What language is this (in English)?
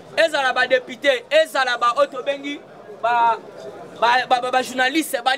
Lingala